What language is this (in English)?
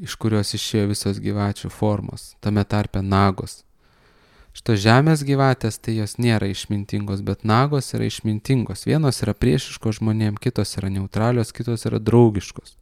Lithuanian